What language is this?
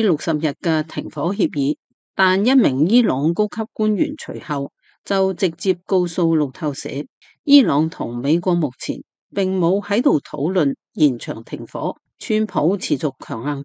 Cantonese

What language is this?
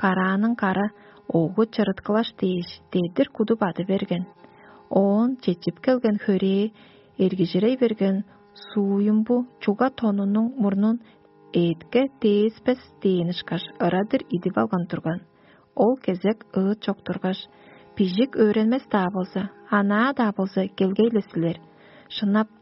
Tuvinian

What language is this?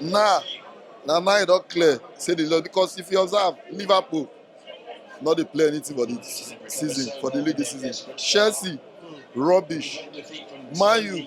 Nigerian Pidgin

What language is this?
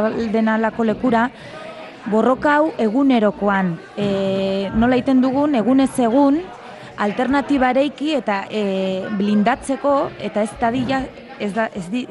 Basque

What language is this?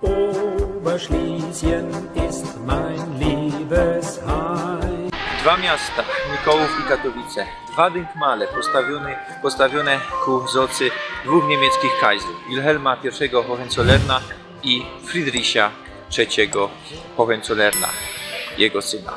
Silesian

